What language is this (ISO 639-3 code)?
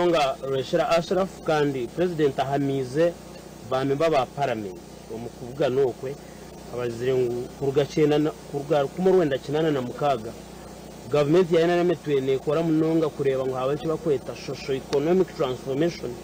nyn